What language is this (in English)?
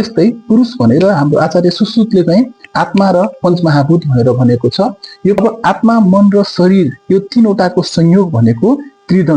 Nepali